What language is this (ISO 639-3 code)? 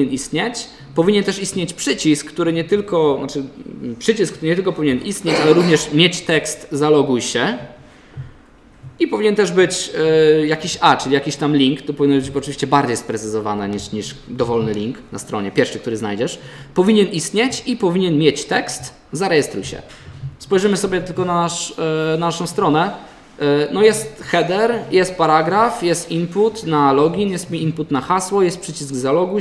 pol